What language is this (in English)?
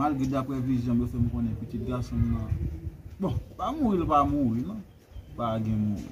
Haitian Creole